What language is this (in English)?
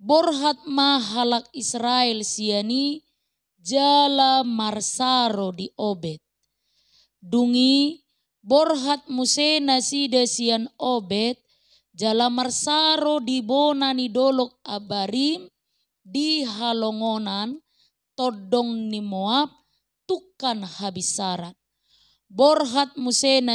Batak Toba